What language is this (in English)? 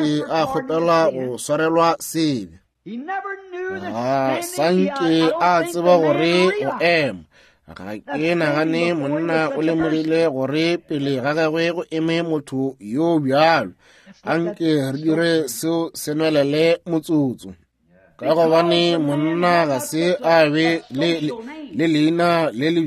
Northern Sotho